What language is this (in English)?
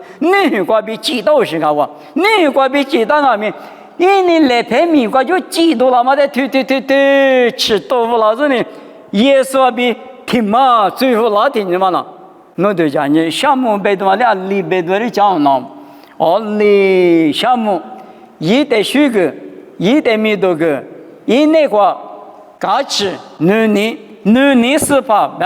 Lisu